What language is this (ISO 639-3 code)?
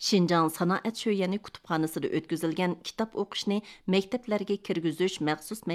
uig